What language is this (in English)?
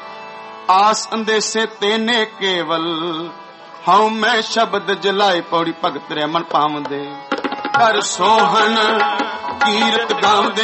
Punjabi